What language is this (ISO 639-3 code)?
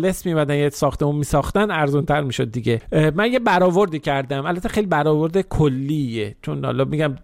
fas